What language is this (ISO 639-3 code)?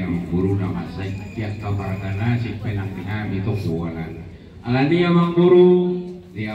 bbc